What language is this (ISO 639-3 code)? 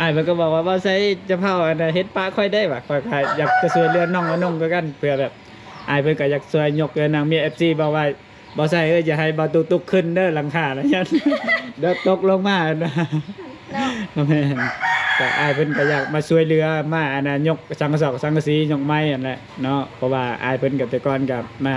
lao